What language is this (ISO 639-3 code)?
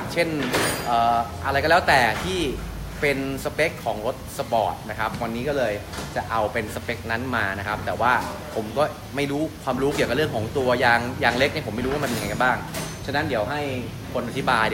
tha